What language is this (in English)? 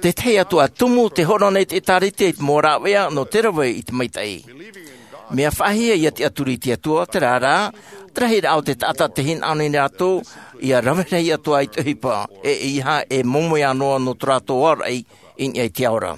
Tahitian